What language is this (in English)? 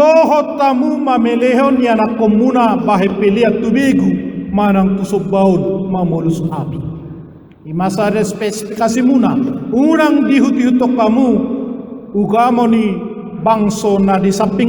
Batak Toba